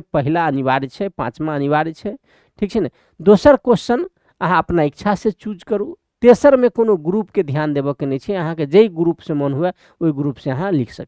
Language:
Maithili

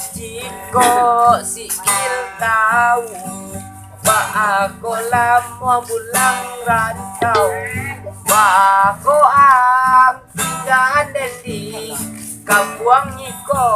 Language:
Minangkabau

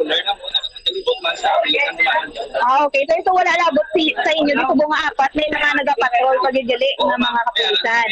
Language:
Hiligaynon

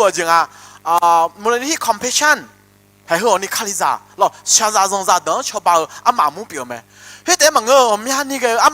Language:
Akha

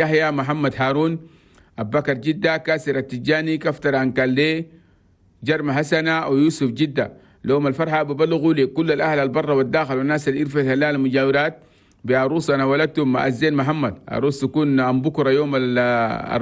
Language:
Chadian Arabic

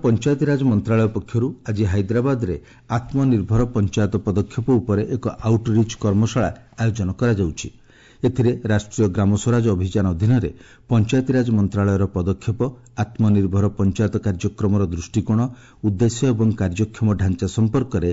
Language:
Odia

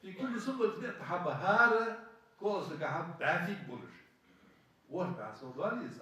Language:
Ingush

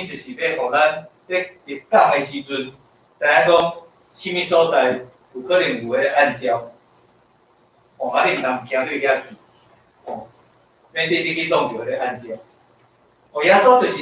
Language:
Min Nan Chinese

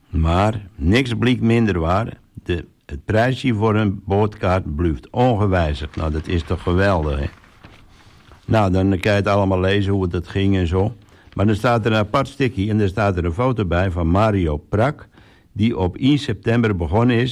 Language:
Dutch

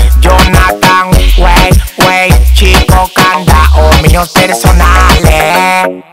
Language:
Spanish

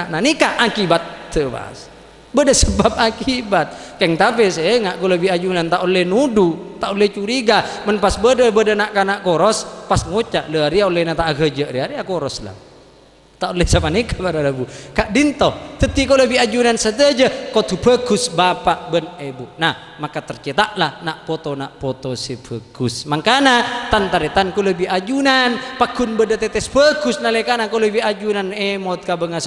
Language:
Madurese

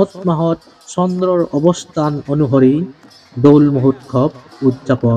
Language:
Assamese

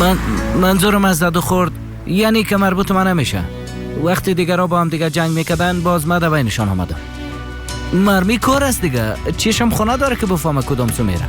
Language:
Persian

